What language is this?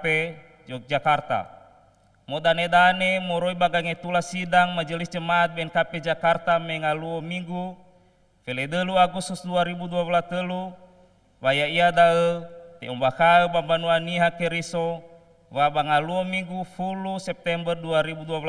Nias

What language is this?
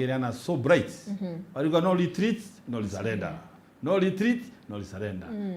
Meru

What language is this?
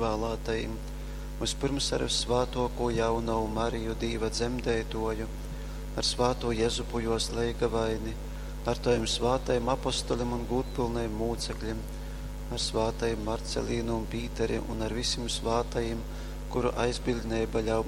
Latgalian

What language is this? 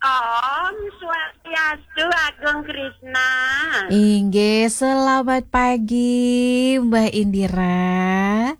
Balinese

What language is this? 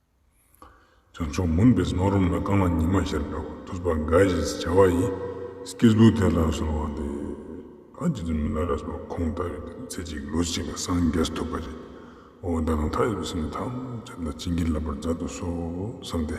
Ladakhi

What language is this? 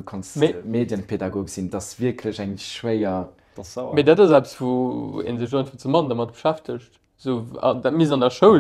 Luxembourgish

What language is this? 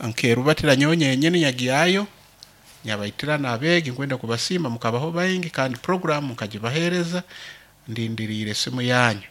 Nyoro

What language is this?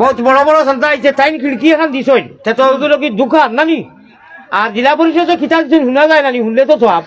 Sylheti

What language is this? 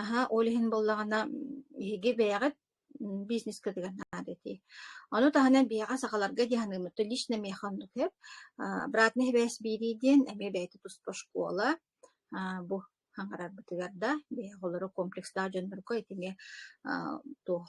Yakut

